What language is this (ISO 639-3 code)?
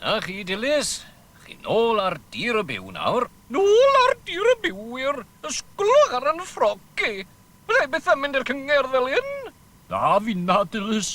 cym